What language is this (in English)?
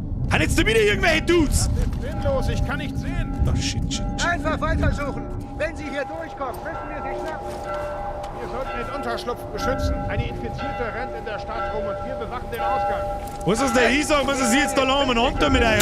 Bavarian